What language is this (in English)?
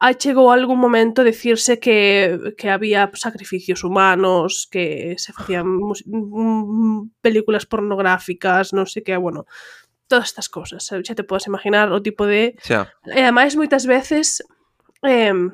Galician